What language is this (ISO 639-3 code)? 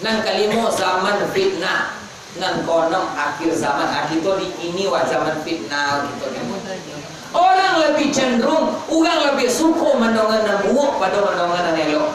min